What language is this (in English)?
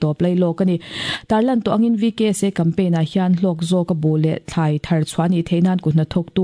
Mizo